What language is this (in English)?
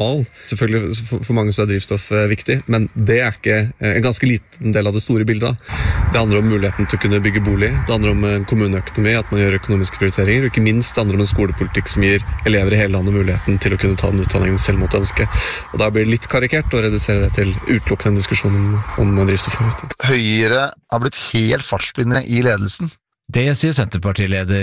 Norwegian